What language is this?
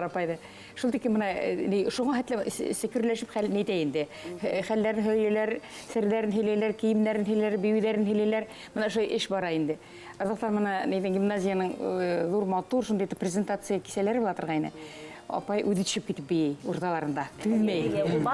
Bashkir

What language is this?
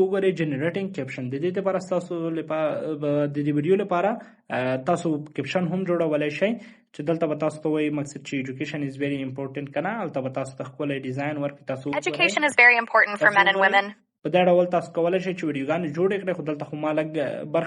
Pashto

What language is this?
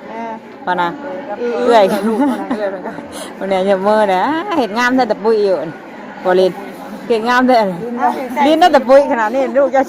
Northeastern Thai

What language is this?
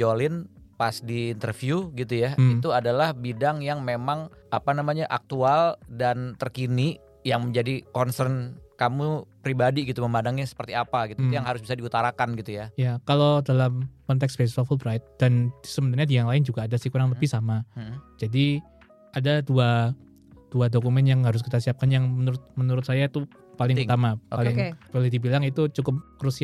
Indonesian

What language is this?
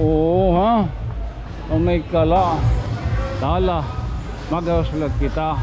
Waray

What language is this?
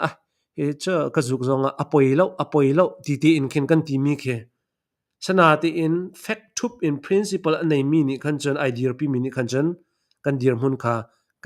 Hakha Chin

